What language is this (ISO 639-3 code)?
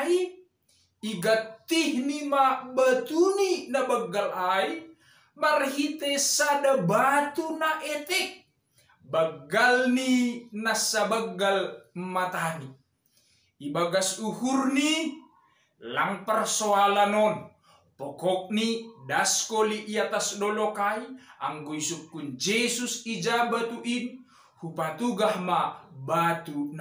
bts